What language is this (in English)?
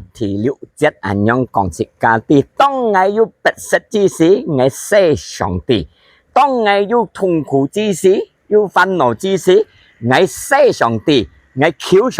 Hakka Chinese